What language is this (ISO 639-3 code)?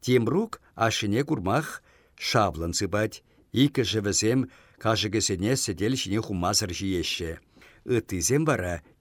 chv